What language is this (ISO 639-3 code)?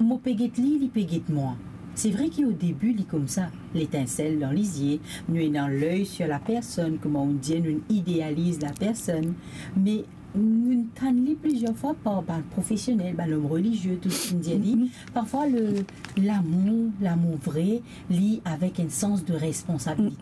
mfe